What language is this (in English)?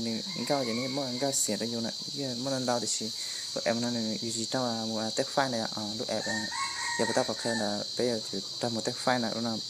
Hmong